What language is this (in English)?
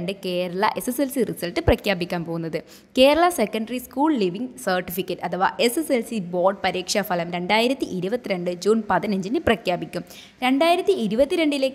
Malayalam